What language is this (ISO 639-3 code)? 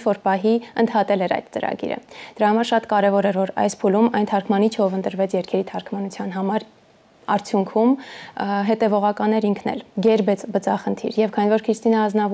hye